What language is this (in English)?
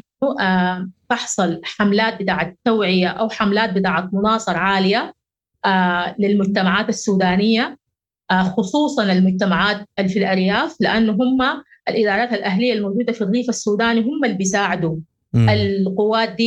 Sudanese Arabic